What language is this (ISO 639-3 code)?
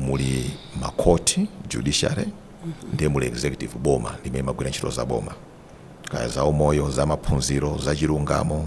nya